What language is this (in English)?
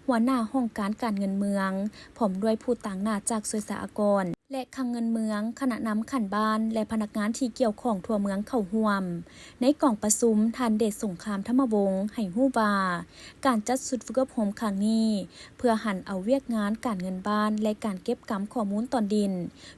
Lao